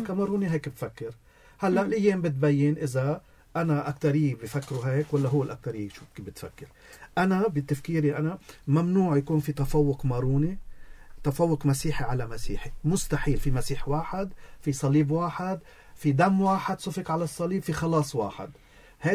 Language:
North Levantine Arabic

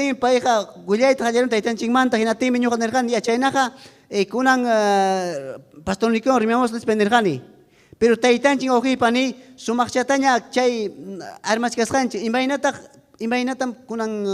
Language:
Ayacucho Quechua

